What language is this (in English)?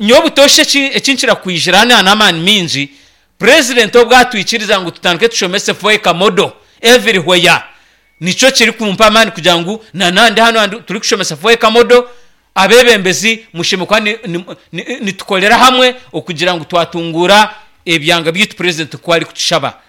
Nyankole